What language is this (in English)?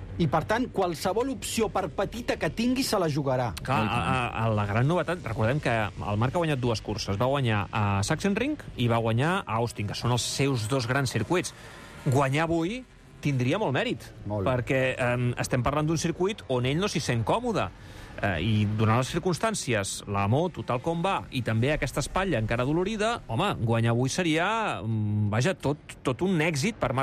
Catalan